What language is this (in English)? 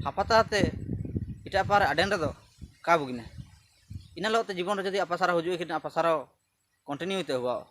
Ho